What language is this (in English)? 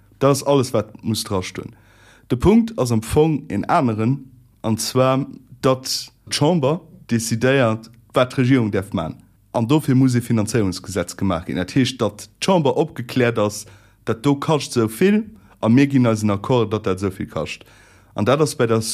Luxembourgish